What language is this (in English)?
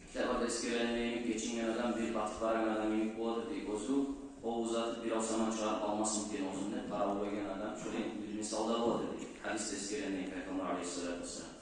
Kumyk